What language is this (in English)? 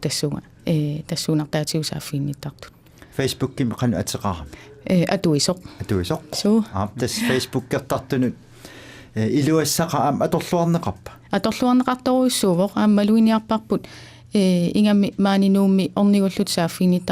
Kalaallisut